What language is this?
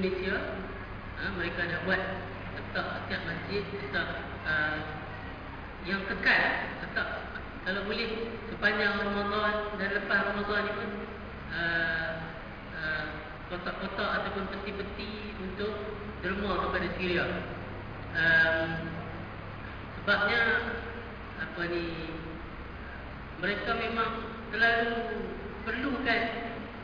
Malay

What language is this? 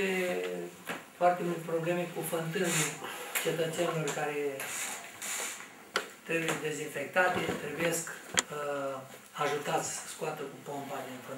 Romanian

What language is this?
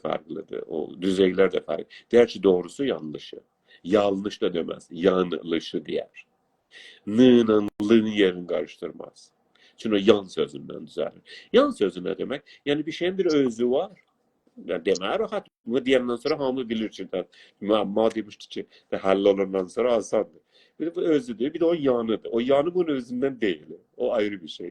South Azerbaijani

